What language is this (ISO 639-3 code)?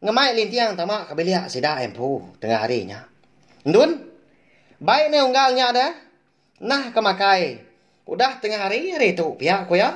iba